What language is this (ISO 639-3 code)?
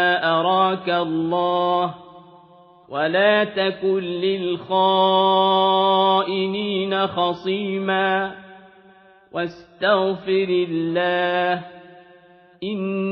ara